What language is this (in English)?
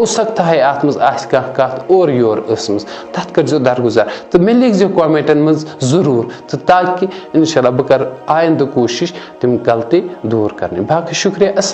Kashmiri